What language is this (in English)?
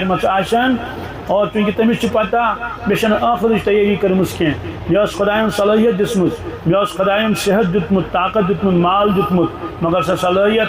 Kashmiri